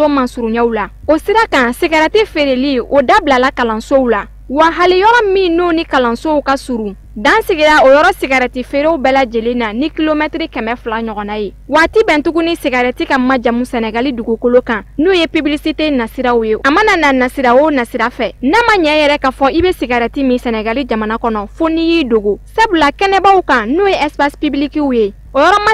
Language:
Bambara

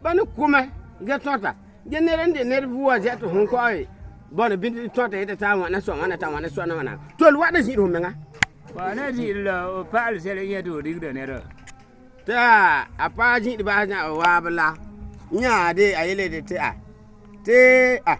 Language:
Frafra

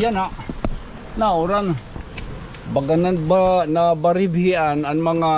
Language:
Waray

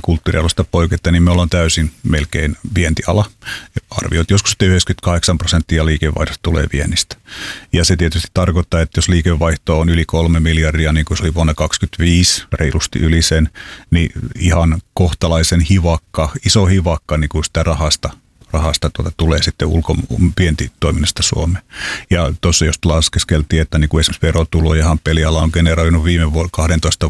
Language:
Finnish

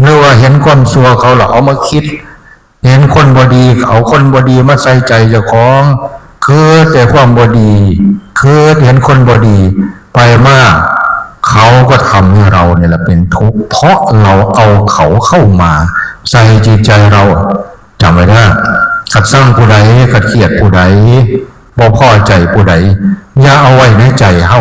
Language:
Northeastern Thai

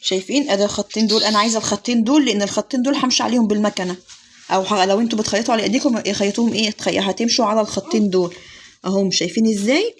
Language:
Egyptian Arabic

